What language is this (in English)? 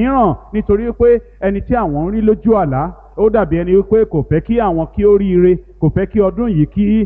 Yoruba